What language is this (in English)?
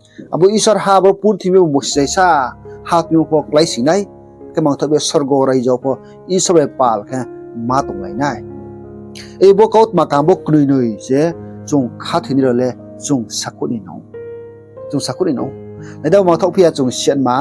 Riang (India)